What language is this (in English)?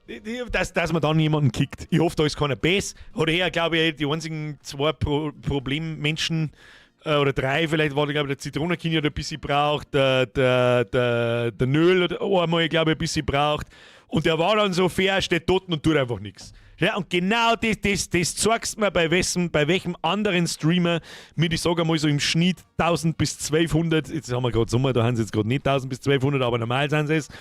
Bavarian